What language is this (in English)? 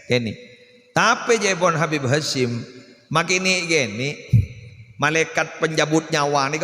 Madurese